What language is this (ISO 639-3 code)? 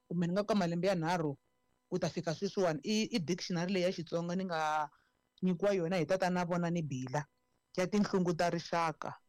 tso